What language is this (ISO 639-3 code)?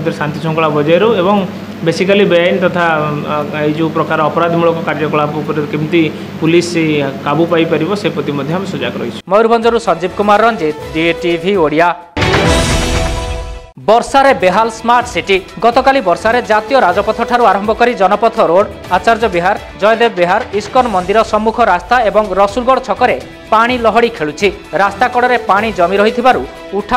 ori